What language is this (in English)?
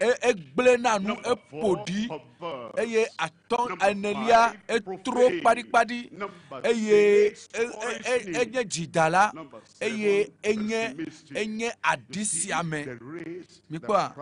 Ewe